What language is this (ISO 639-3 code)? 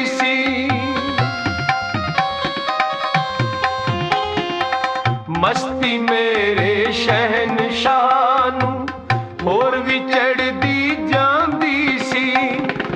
pan